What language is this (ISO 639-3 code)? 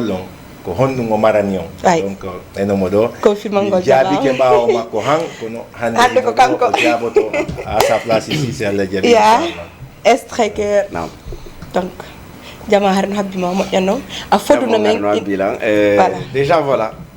ful